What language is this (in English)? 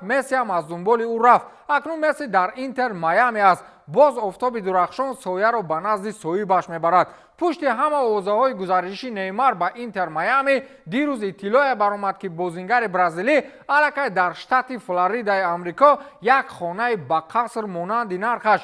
Tajik